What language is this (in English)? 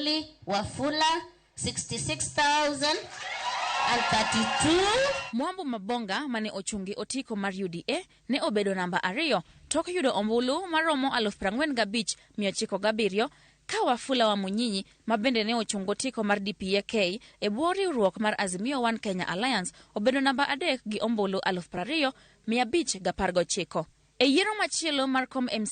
Luo (Kenya and Tanzania)